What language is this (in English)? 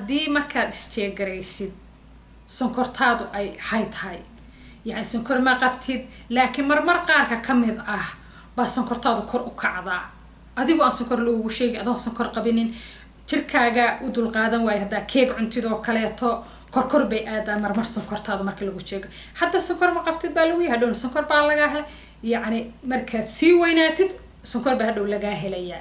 Somali